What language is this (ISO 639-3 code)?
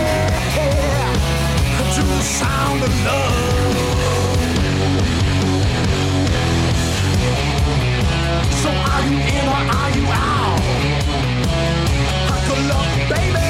eng